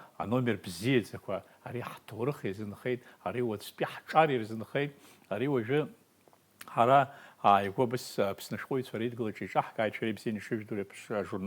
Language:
Abkhazian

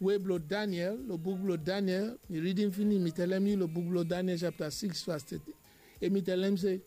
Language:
Bislama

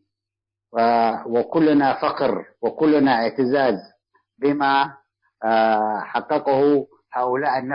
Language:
Tigre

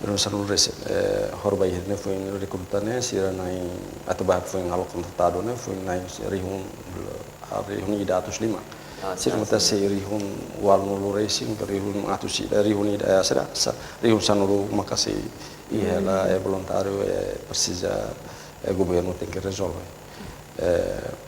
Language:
Tetum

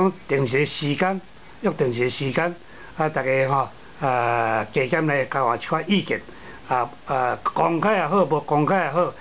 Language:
Min Nan Chinese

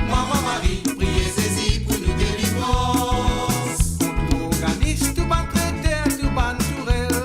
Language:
Morisyen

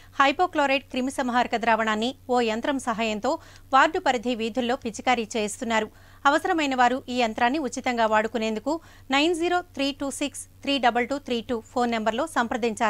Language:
Telugu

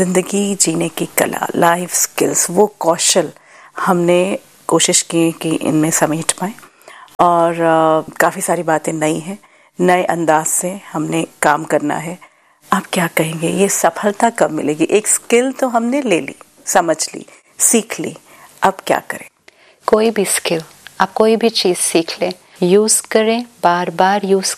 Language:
Hindi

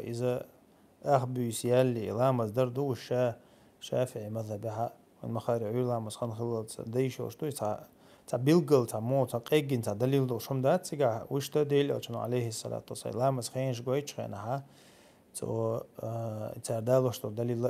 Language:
Chechen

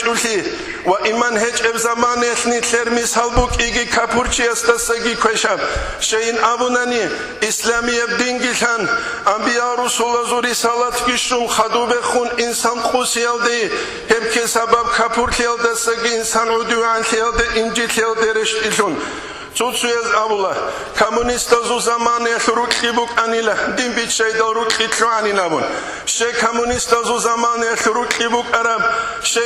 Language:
Avaric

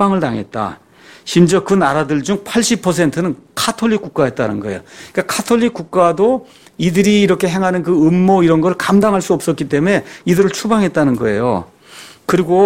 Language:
Korean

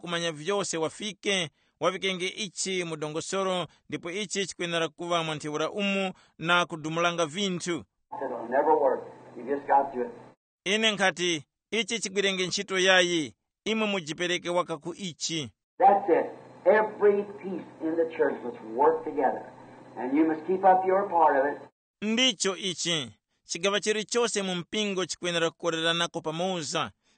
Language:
Tumbuka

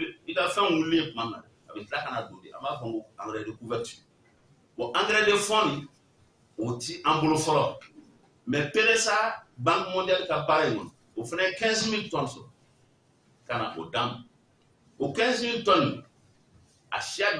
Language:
Bambara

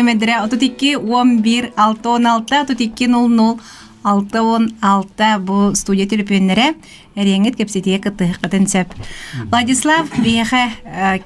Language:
Yakut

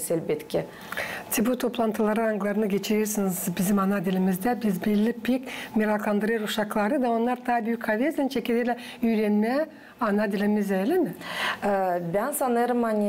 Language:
Gagauz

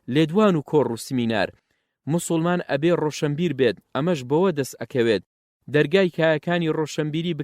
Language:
Central Kurdish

